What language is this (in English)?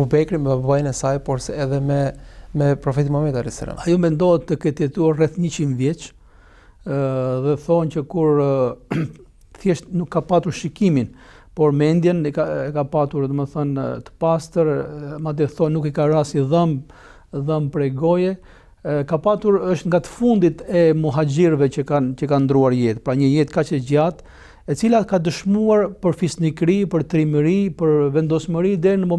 Albanian